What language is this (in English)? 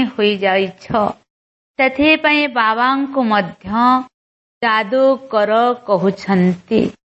Odia